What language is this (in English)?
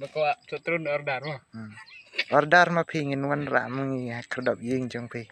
Khasi